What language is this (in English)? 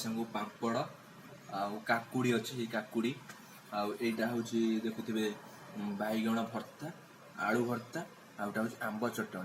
Odia